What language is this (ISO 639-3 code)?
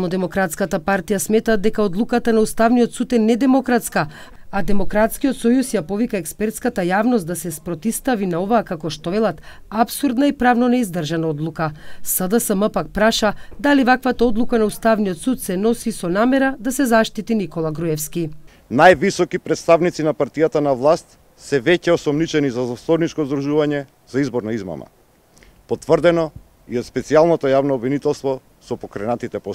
mkd